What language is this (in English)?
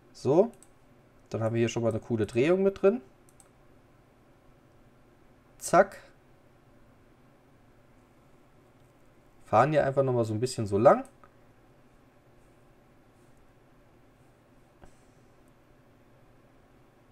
German